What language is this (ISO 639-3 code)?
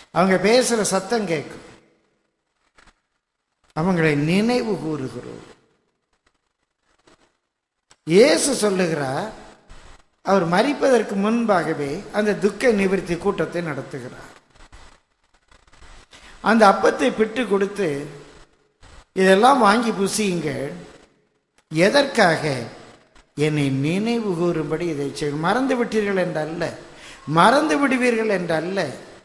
tam